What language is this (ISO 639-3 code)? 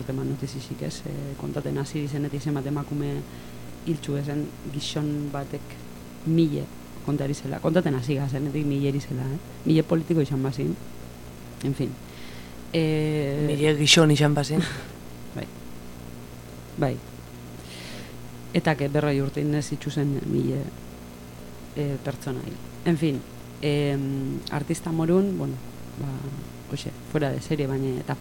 eus